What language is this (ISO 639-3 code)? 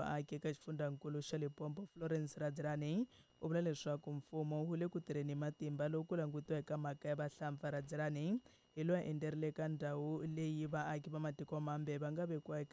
tso